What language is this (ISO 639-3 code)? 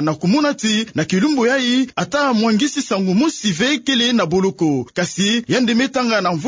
ktu